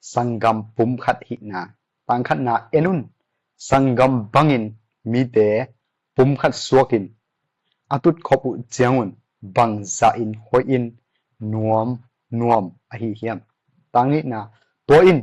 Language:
Tedim Chin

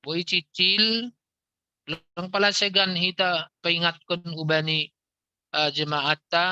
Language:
Batak Simalungun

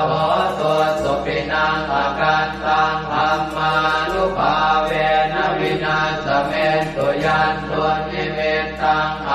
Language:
Pali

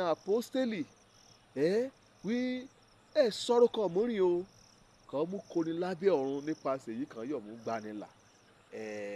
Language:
Yoruba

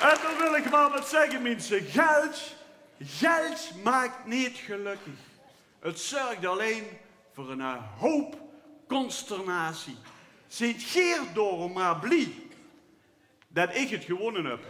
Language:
Limburgish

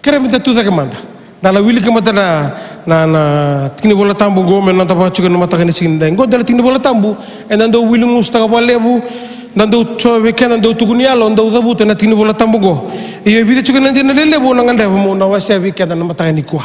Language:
Fijian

